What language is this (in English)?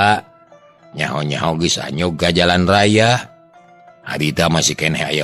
Sundanese